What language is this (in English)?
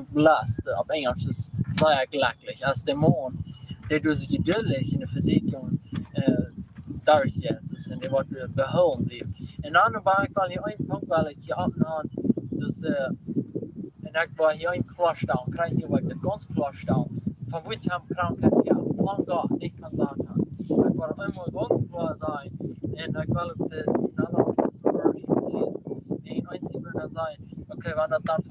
Plautdietsch